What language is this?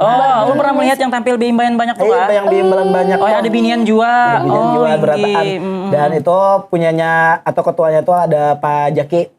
Banjar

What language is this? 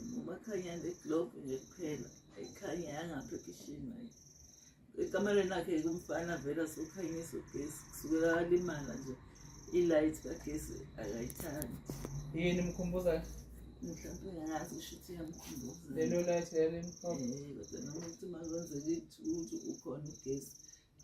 Zulu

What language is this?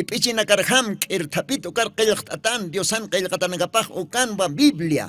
Aymara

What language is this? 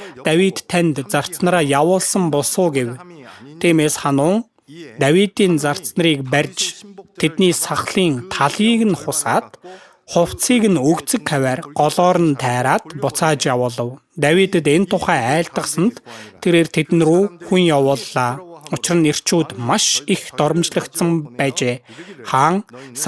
Mongolian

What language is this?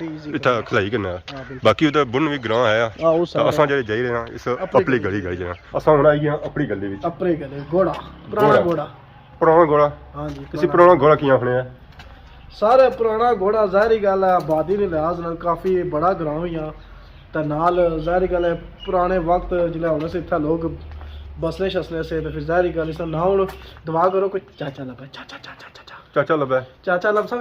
Pahari-Potwari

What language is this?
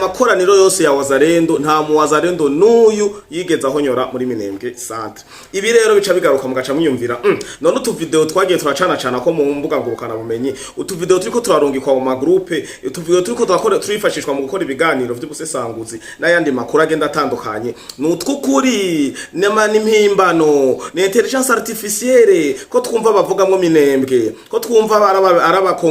Rundi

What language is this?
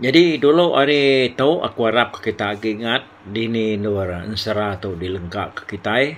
Iban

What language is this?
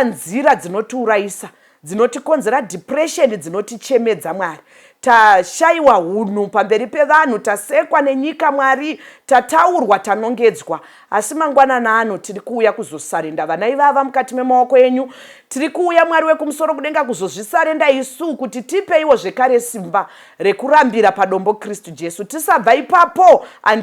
Shona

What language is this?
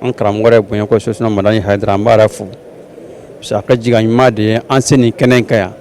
Bambara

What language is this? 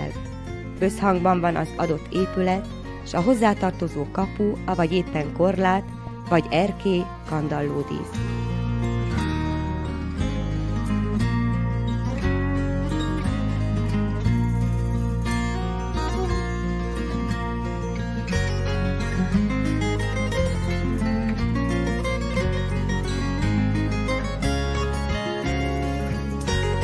Hungarian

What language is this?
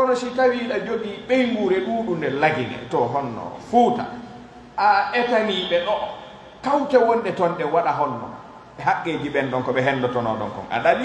Pular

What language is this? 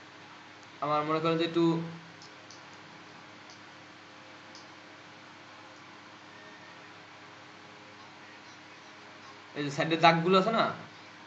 Bangla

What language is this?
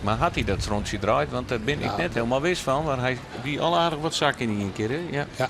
Western Frisian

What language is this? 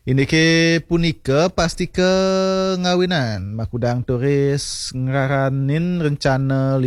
Balinese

